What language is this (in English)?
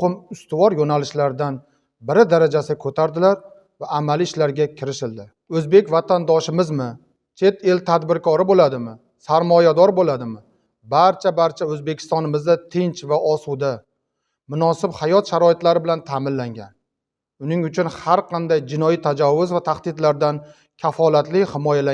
Uzbek